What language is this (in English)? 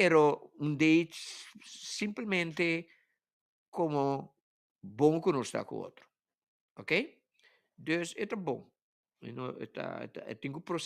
Papiamento